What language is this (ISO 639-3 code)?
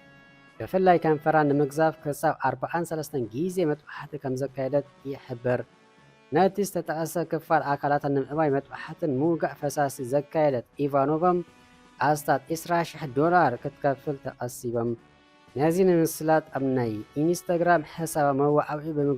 tir